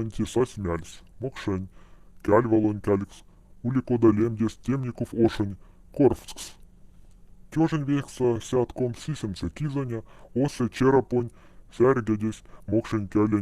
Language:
Moksha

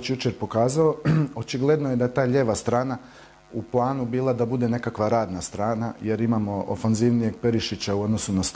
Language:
Croatian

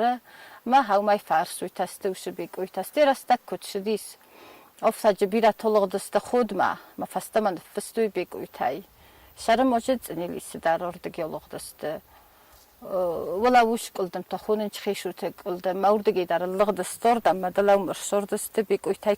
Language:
Ossetic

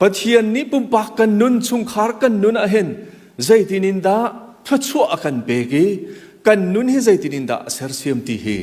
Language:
Hakha Chin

